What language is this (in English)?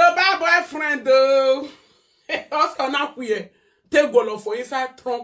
Nigerian Pidgin